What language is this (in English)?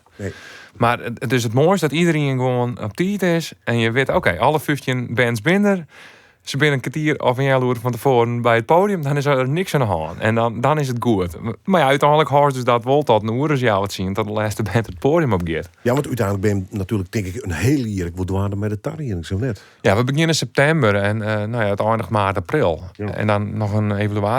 Western Frisian